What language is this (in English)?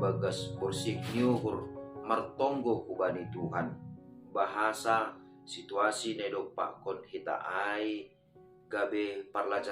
Batak Simalungun